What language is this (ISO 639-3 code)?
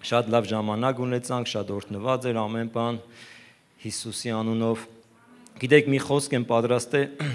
hye